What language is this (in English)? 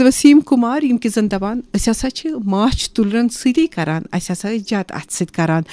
Kashmiri